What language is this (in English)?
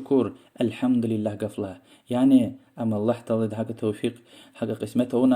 Lezghian